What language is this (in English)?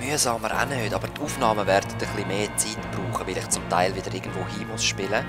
Swiss German